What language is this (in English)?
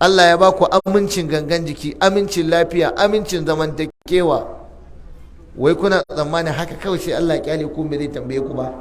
Hausa